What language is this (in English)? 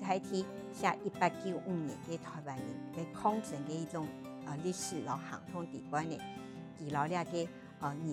Hakka Chinese